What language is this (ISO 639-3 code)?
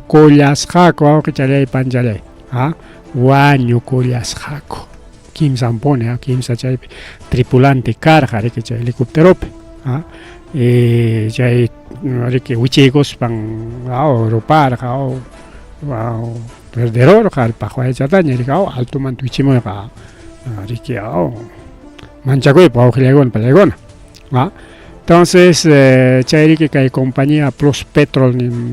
quy